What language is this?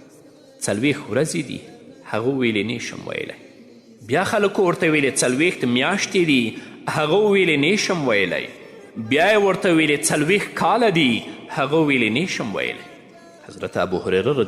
Pashto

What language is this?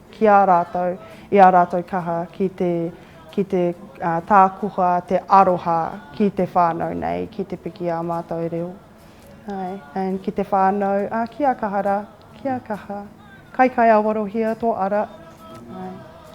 Māori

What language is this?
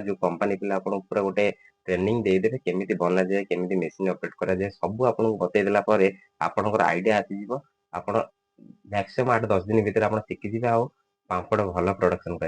Odia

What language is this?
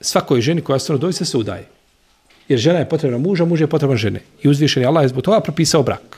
Bosnian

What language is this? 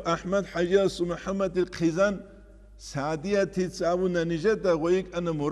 Avaric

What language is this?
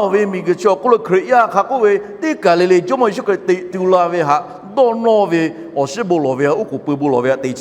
Lahu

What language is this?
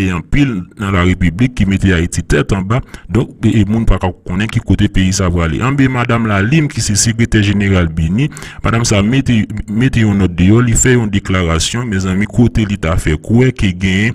Haitian Creole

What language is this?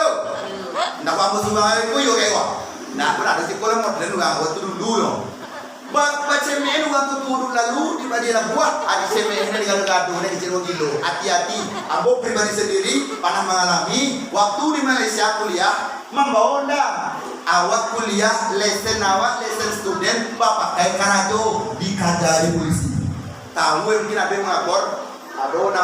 Minangkabau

